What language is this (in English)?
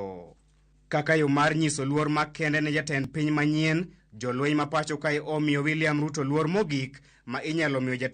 Luo (Kenya and Tanzania)